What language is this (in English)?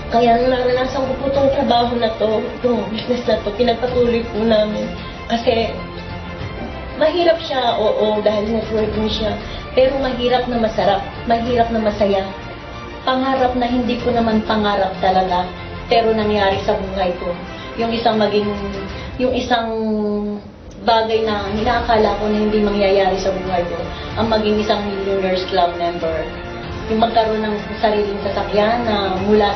Filipino